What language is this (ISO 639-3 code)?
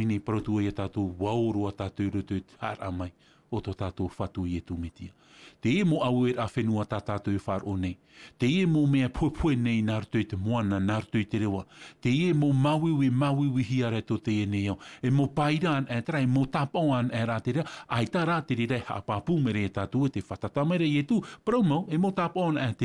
tah